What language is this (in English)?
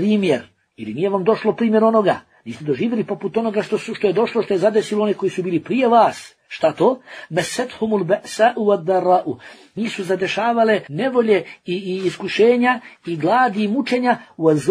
Bosnian